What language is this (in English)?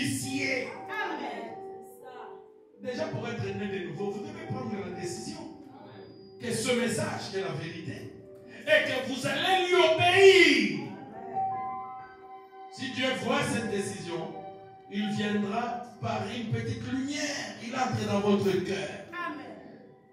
French